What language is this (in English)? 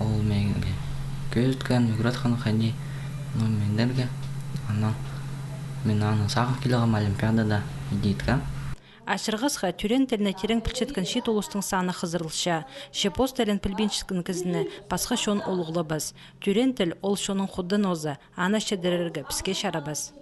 Khakas